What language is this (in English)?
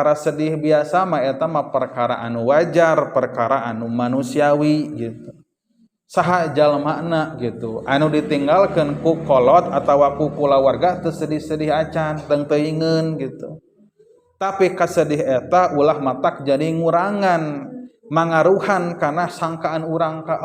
Sundanese